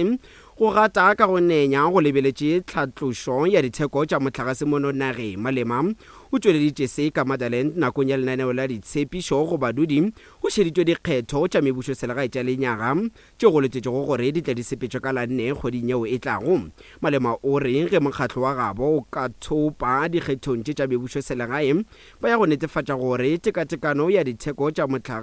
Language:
Northern Sotho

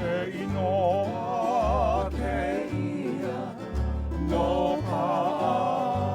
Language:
Hawaiian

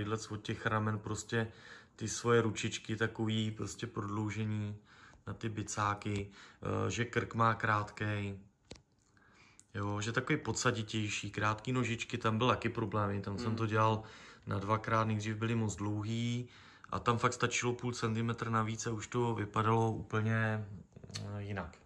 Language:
Czech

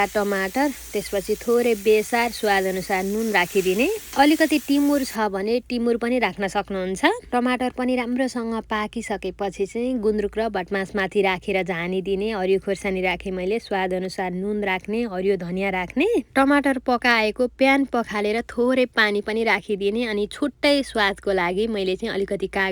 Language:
Nepali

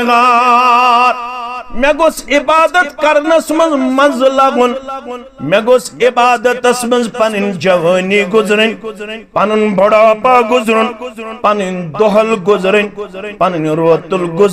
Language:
Kashmiri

